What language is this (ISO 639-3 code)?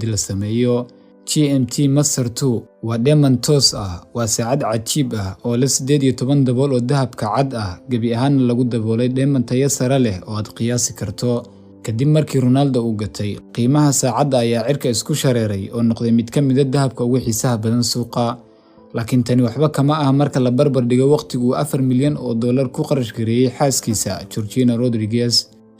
som